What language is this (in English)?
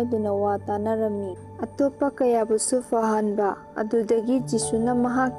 Manipuri